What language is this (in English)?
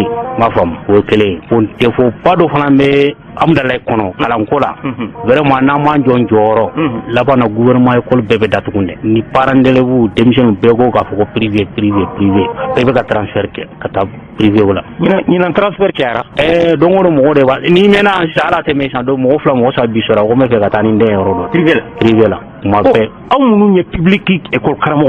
Bambara